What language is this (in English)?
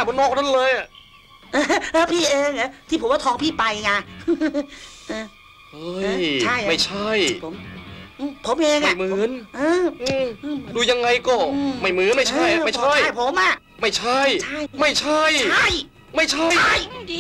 Thai